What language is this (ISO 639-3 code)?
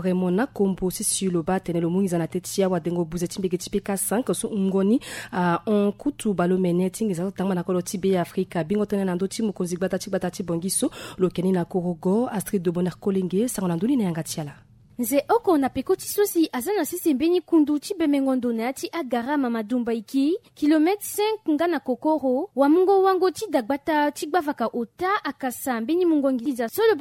sag